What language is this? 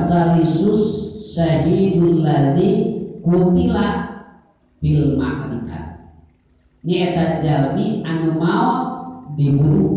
Sundanese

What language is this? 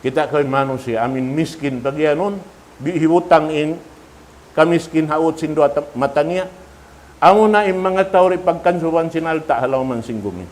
Tausug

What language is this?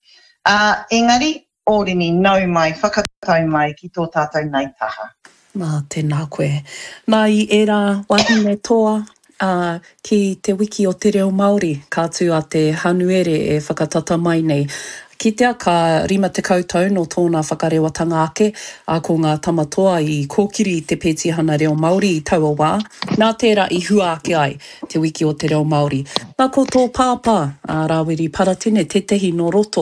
Māori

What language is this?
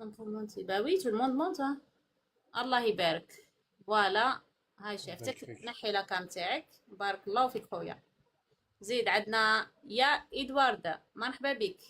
Algerian Arabic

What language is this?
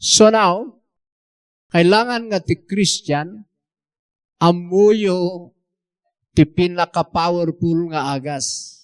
Iloko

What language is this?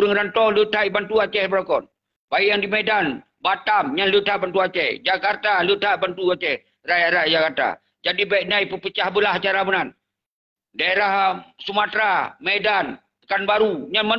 Achinese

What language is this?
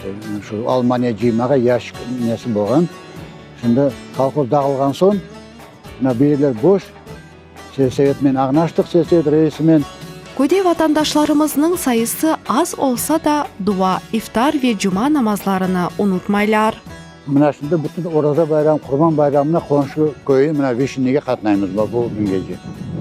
Crimean Tatar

